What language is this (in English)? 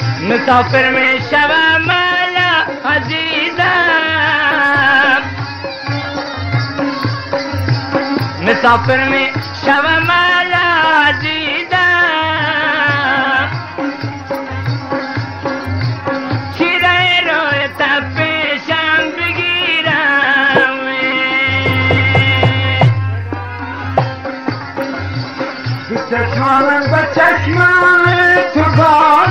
Persian